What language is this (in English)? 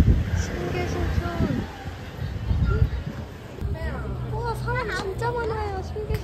Korean